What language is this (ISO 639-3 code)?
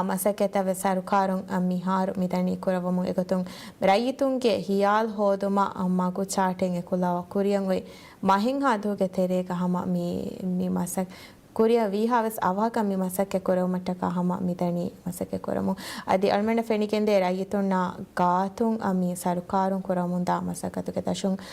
div